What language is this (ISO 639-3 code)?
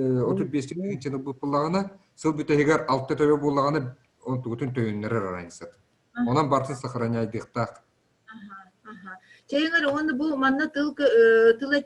sah